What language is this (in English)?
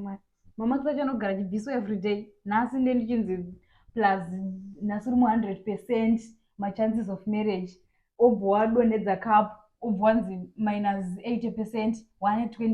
Shona